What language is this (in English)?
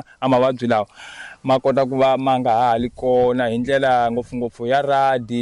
Tsonga